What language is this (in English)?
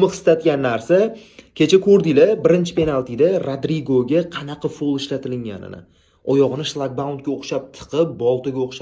Uzbek